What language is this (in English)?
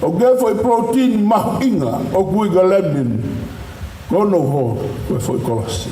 Tongan